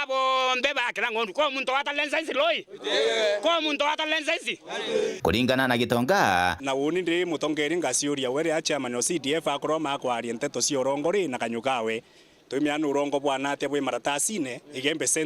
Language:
Meru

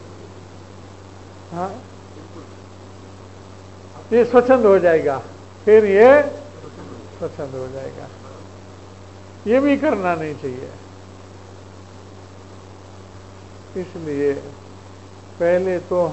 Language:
Hindi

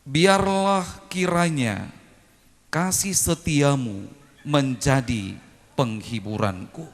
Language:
Batak Simalungun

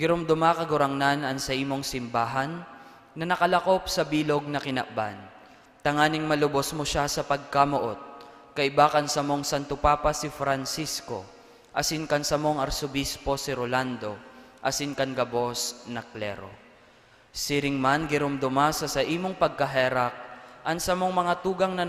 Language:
Bikol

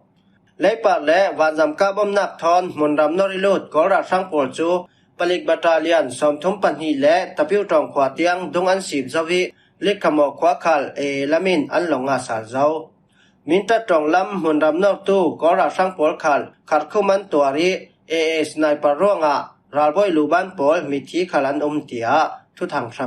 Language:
Falam Chin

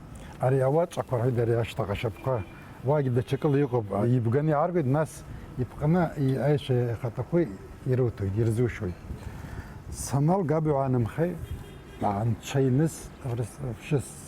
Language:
Abkhazian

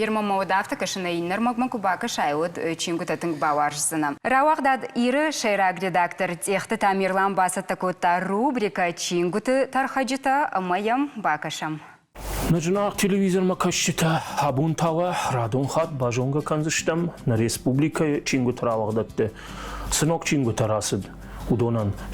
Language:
Ossetic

